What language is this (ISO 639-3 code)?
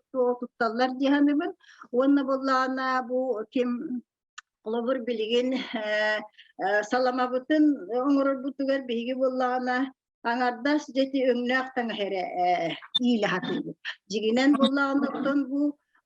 sah